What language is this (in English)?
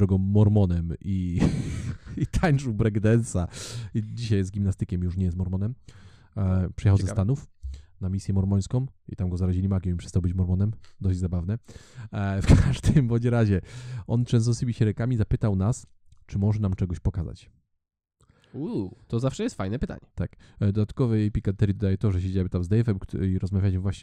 Polish